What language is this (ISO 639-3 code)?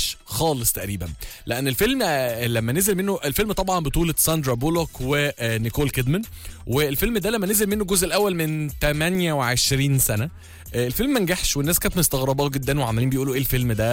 arz